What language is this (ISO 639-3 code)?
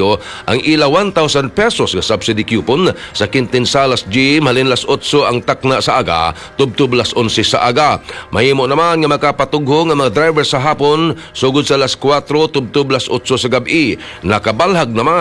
hil